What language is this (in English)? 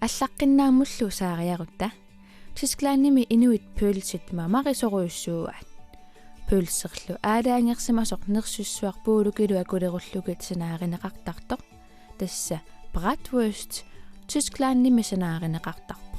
Kalaallisut